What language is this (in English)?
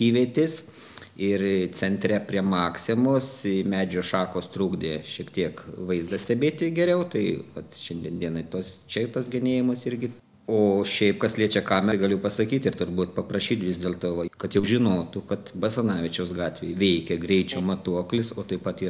Lithuanian